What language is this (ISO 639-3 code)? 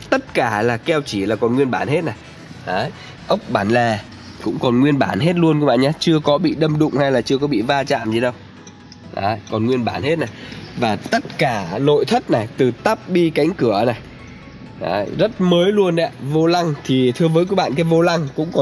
vie